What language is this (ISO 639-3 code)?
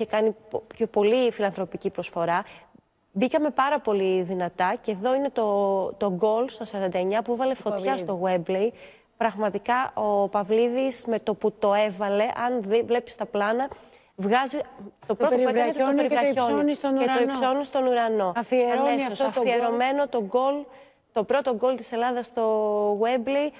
ell